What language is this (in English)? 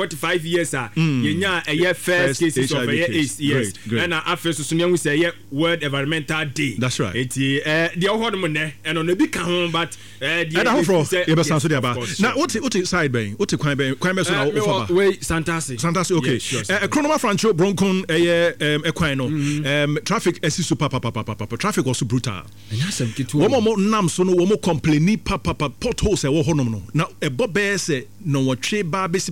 Akan